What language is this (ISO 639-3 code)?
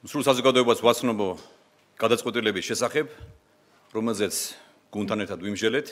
kat